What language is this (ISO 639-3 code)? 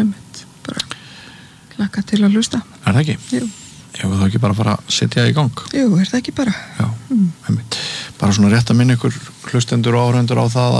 isl